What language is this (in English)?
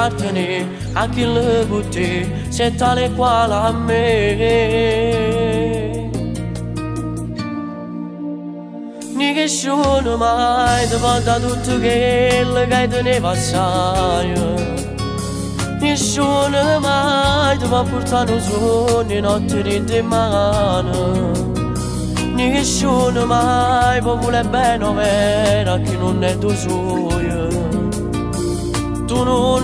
Italian